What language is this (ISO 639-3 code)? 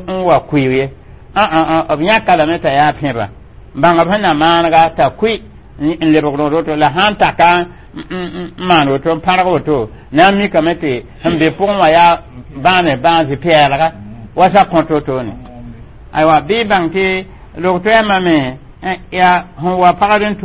mos